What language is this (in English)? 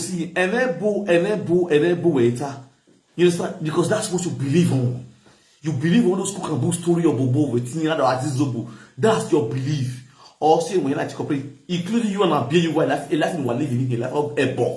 Nigerian Pidgin